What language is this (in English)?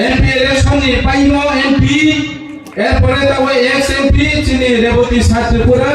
Riang (India)